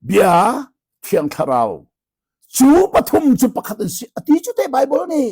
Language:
Hakha Chin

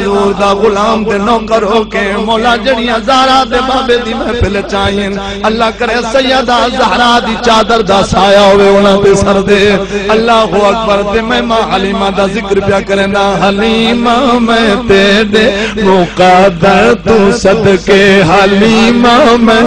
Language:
Saraiki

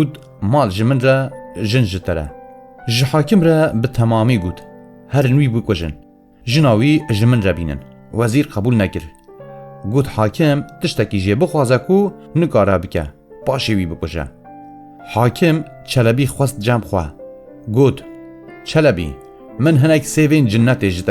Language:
Kurdish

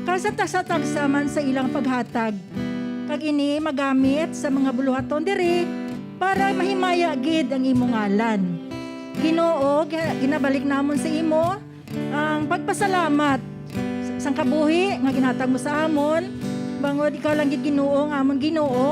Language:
Hiligaynon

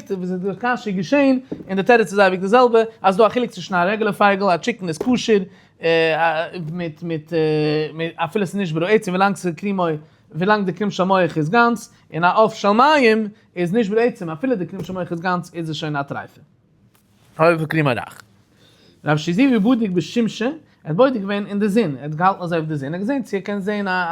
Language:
Yiddish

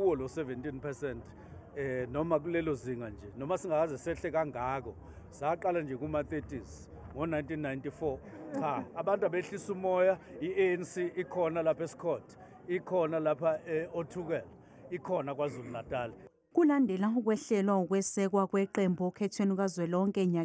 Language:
Zulu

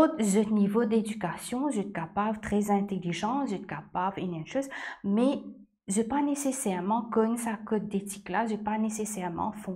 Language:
Morisyen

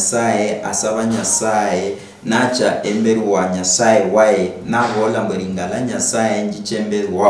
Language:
Luyia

